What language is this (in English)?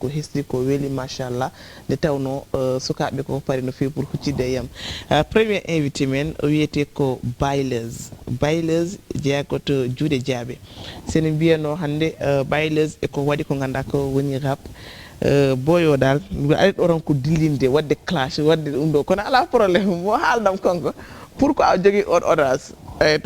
Fula